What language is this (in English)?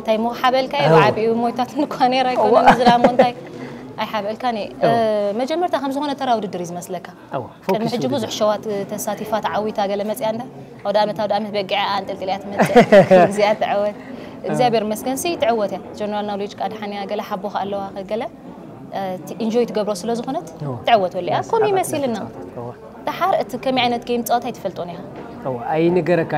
Tigrinya